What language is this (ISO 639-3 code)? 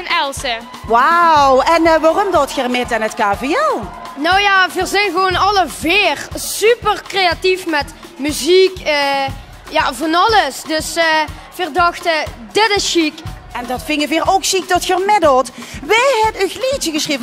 lim